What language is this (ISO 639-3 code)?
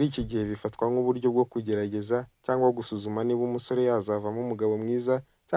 kin